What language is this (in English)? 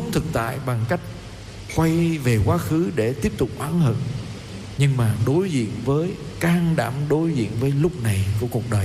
Vietnamese